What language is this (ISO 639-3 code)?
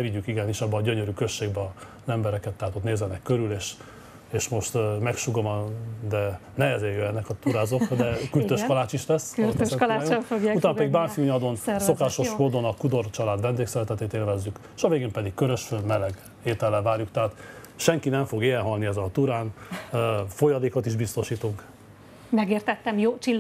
hun